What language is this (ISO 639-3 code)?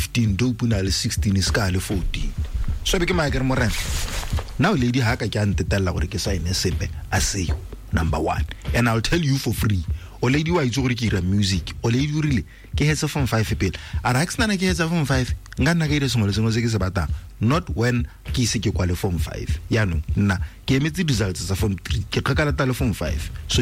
tsn